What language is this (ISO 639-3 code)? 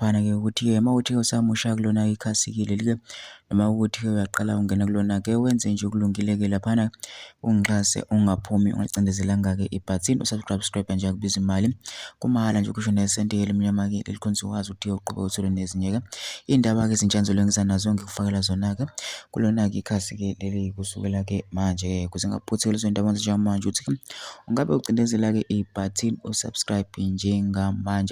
zul